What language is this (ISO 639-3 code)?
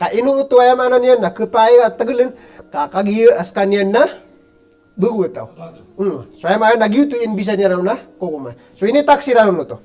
mrw